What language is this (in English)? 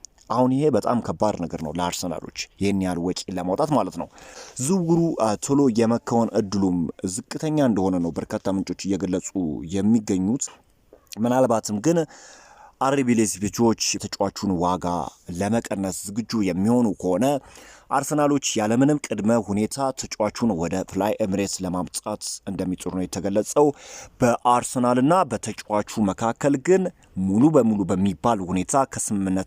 Amharic